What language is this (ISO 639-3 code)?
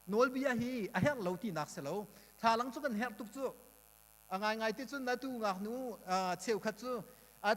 cnh